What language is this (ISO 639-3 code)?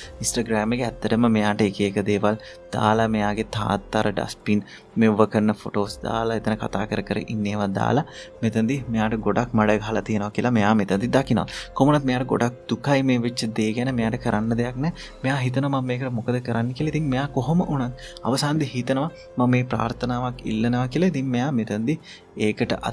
sin